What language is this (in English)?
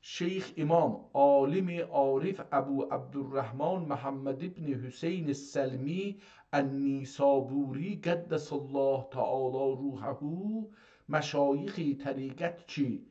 South Azerbaijani